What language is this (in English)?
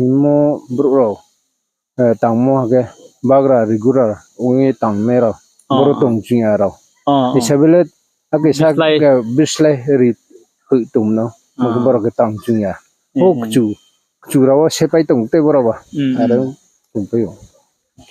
Riang (India)